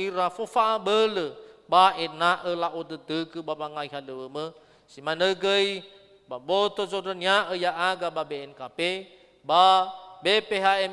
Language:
Nias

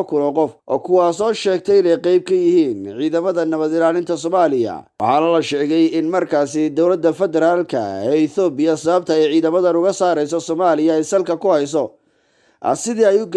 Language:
Somali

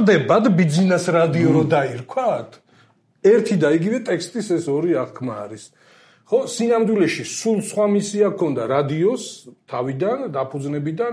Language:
Georgian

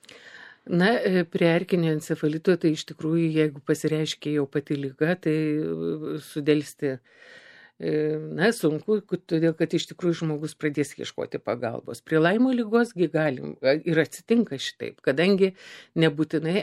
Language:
Lithuanian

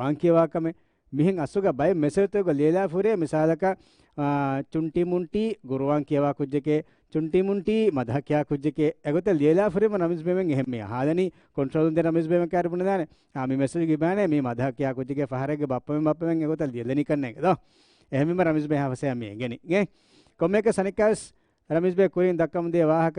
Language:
Divehi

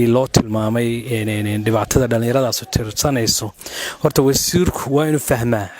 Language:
Somali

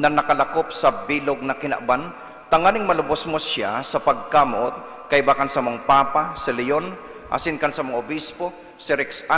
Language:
Bikol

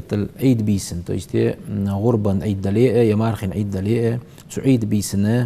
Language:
Ingush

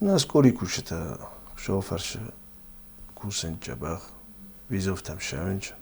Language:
Ossetic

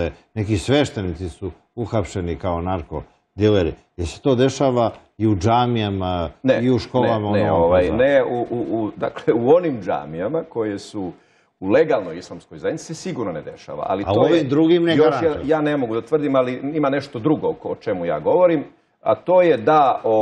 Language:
Bosnian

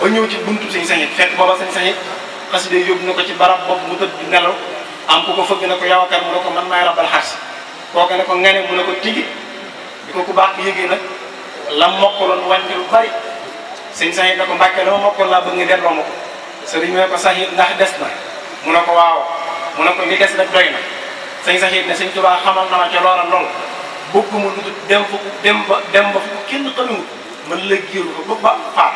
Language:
Wolof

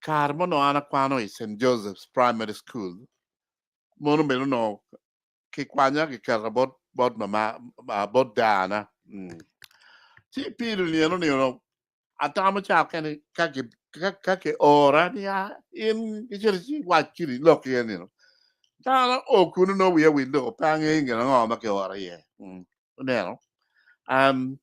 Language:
Acoli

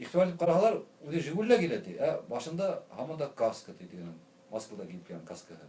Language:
Bashkir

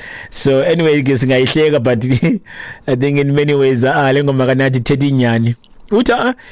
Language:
Xhosa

